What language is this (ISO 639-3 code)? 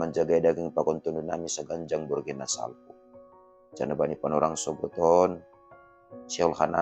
bts